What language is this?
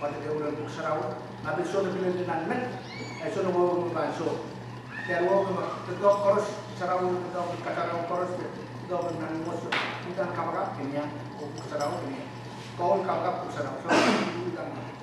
Pohnpeian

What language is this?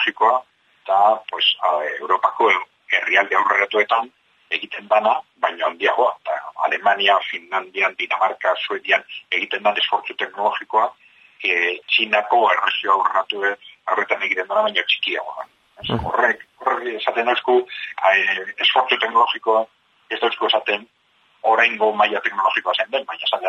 Basque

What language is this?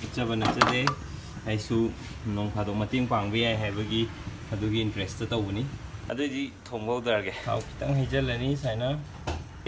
Manipuri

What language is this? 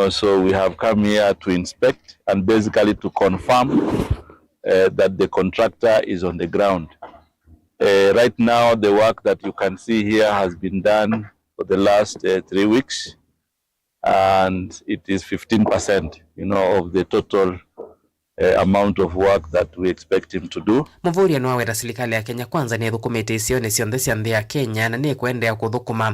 Kamba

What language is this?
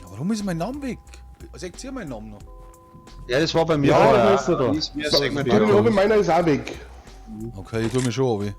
Bavarian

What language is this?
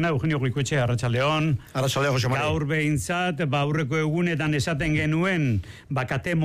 Basque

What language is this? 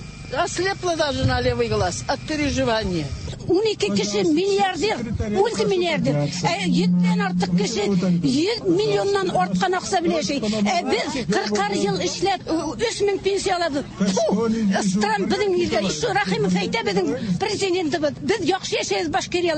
Tatar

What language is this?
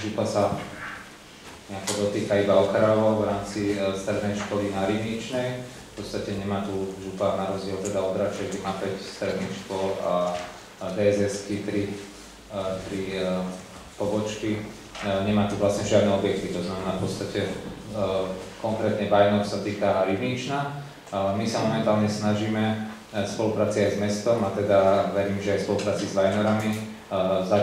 Slovak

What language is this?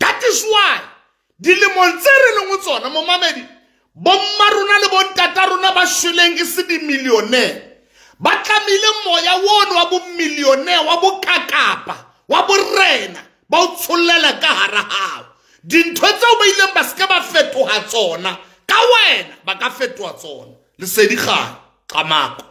Southern Sotho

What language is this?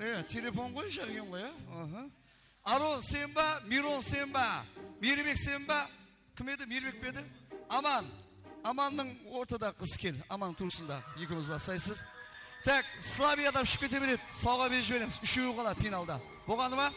Kara-Kalpak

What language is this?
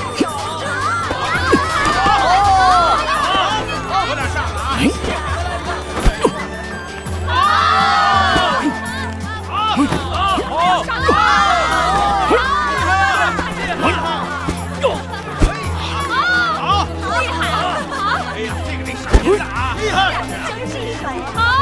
Chinese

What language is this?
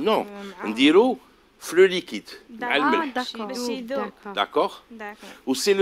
Algerian Arabic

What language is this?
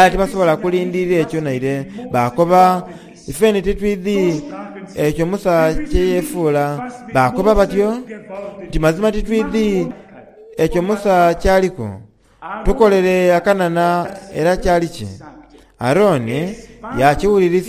Soga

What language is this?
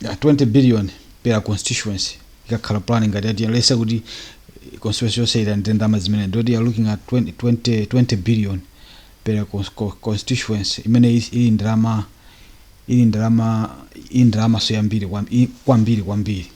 Nyanja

